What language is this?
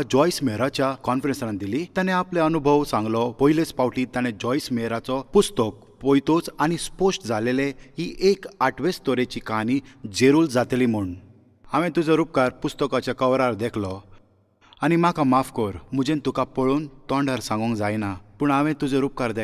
Konkani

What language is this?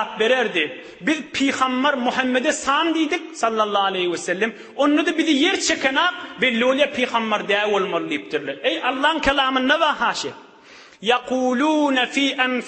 Turkmen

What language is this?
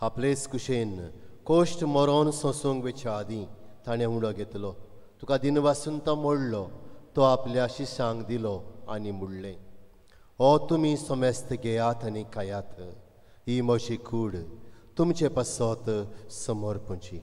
Konkani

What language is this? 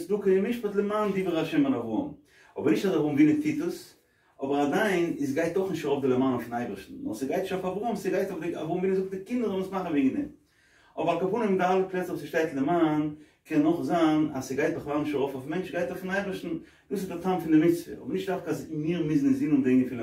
Yiddish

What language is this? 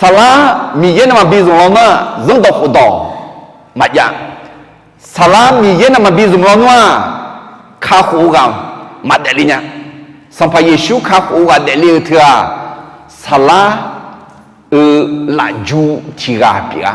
Akha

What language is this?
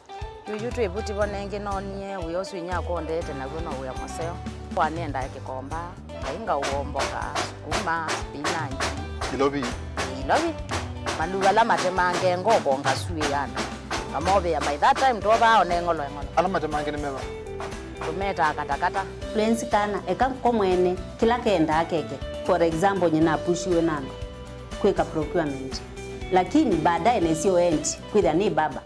Kamba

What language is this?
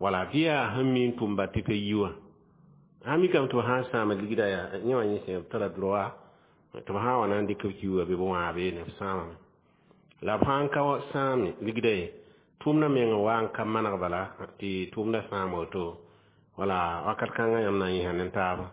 Mossi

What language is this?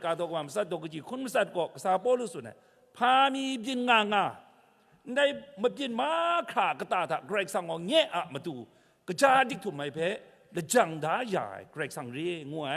Kachin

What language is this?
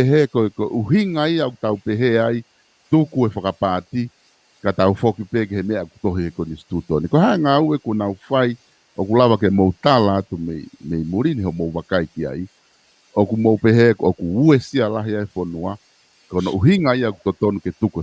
Tongan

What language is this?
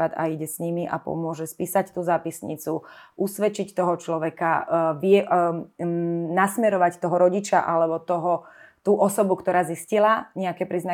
Slovak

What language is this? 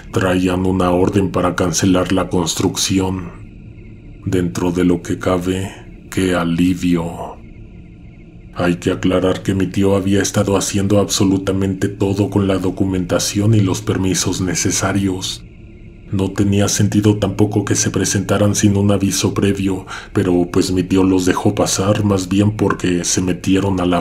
Spanish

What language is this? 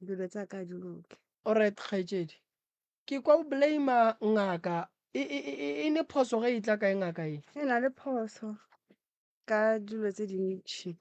Northern Sotho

